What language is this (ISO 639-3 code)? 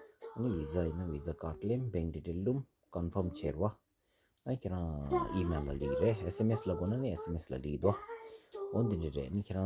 bod